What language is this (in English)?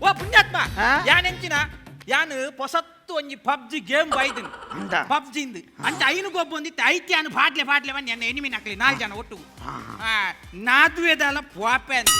Tulu